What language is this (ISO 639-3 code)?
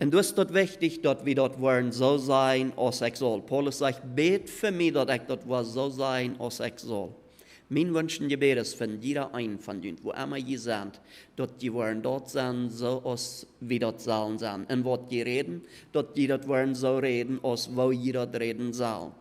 pdt